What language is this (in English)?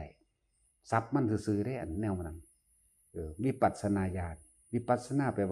Northeastern Thai